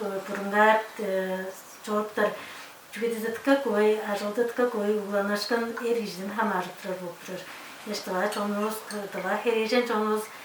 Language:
Tuvinian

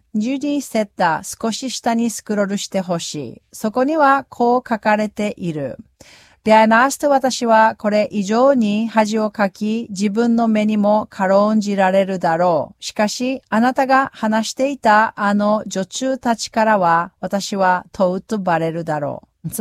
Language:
Japanese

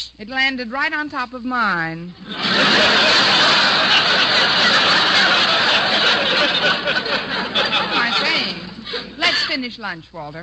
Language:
English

